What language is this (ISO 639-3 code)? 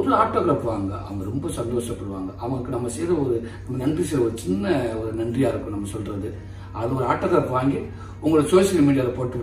tam